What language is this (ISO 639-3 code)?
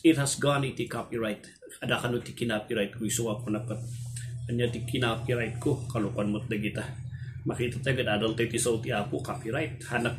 ilo